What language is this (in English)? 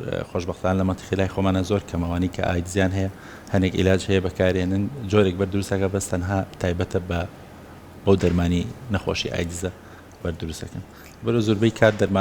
Central Kurdish